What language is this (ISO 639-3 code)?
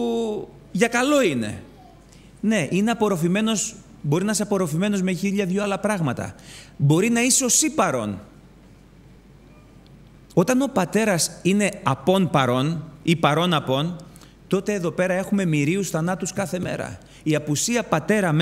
ell